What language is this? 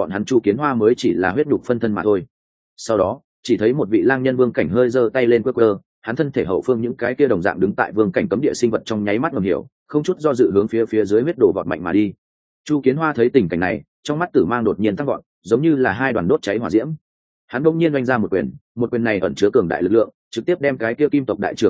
Vietnamese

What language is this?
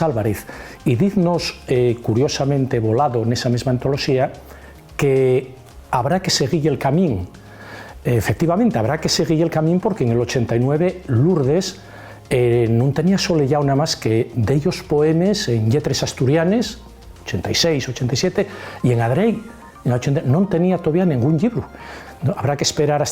Asturian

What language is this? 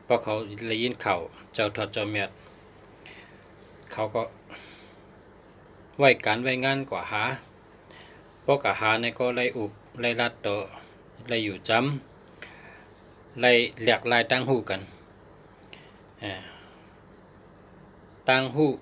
Shan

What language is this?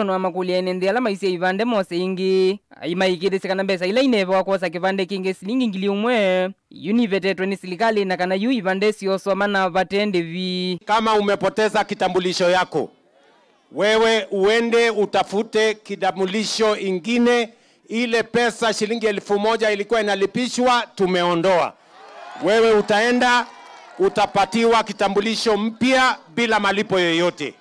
Kamba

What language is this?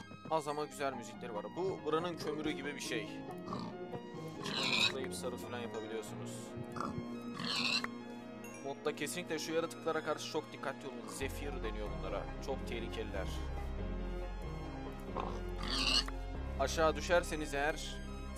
Turkish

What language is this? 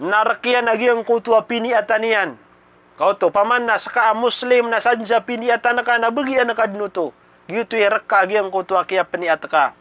Maranao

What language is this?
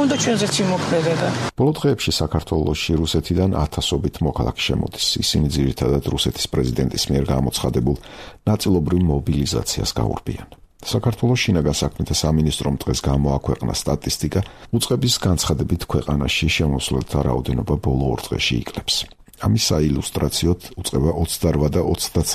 Georgian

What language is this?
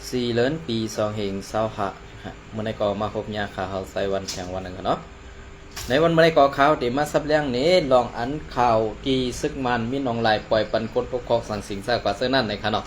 Shan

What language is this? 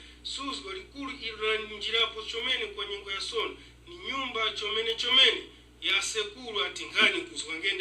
Tumbuka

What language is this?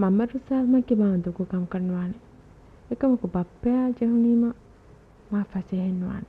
Divehi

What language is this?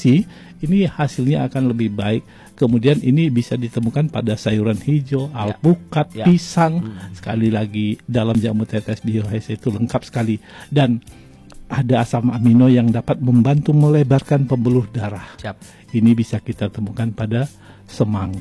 Indonesian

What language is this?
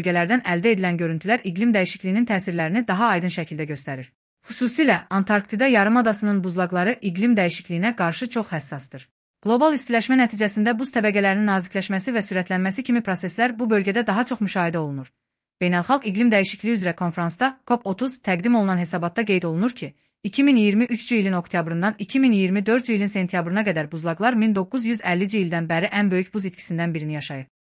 Azerbaijani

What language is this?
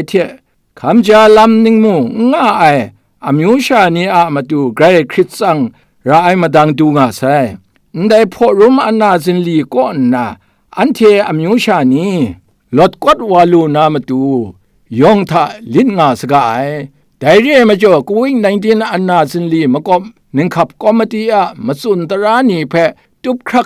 Kachin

